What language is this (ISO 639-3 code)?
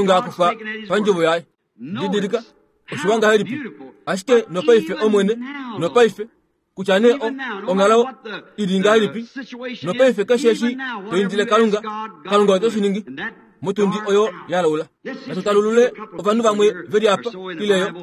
kua